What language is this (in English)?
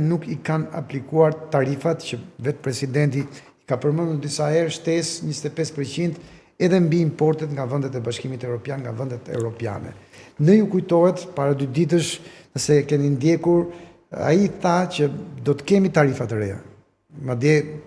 Albanian